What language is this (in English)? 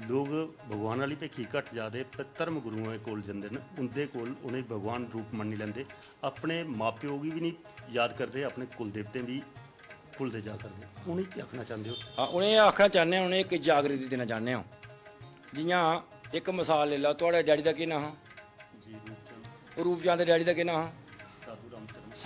Dogri